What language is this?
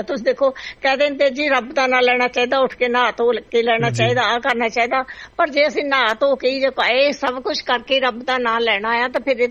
Punjabi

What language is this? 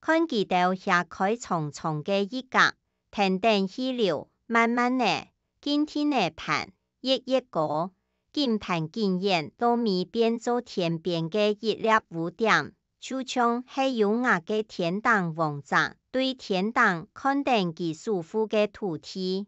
Hakka Chinese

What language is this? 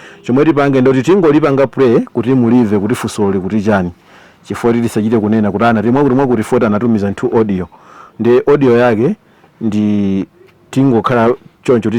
Nyanja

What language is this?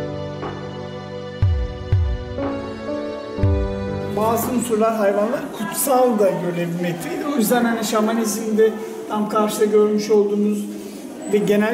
Turkish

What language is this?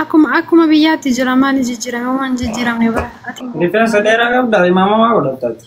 Oromo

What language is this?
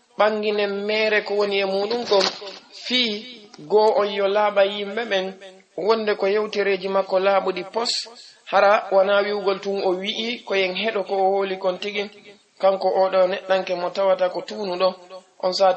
Fula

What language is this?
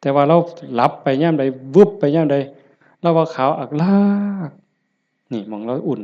Northeastern Thai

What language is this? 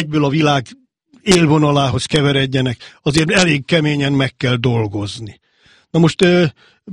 Hungarian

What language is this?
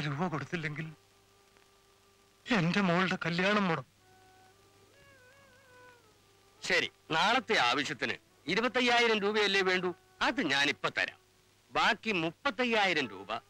Malayalam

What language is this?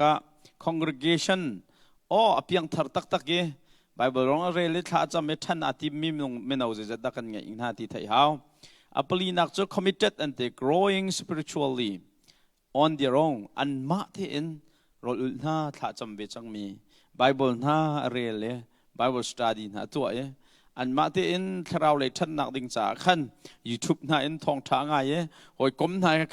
Hakha Chin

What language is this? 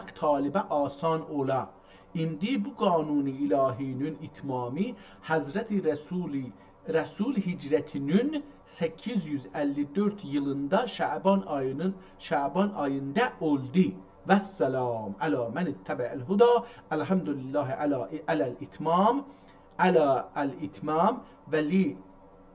South Azerbaijani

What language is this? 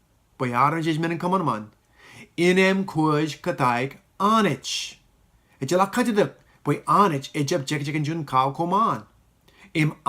Marshallese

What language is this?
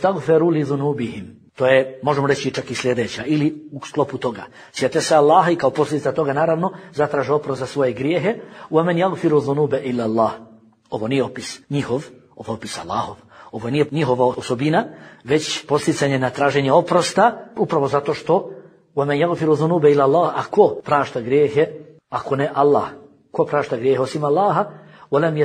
Bosnian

